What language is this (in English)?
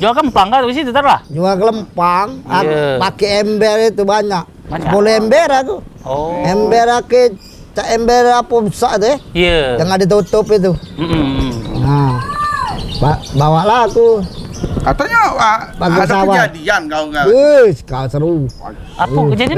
Musi